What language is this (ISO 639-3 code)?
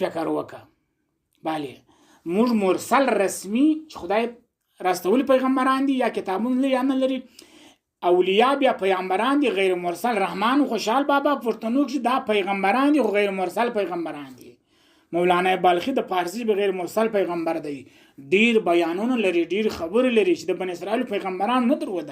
pus